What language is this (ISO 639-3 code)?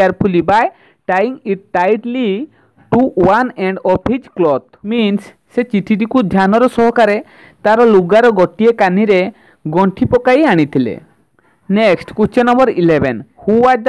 ori